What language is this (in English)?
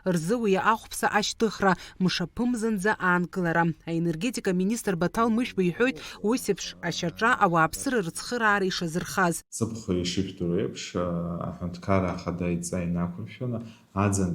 Abkhazian